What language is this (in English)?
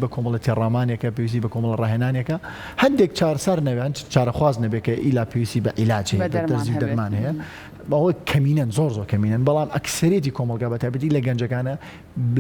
Central Kurdish